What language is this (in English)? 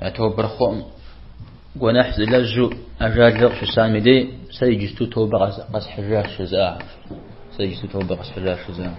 Kabardian